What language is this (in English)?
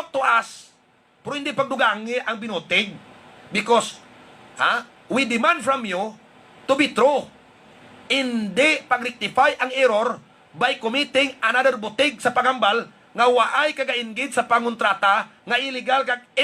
Hiligaynon